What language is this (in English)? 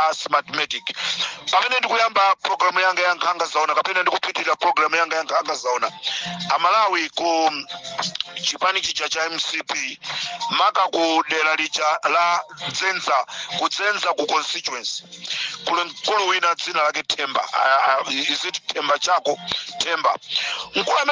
Nyanja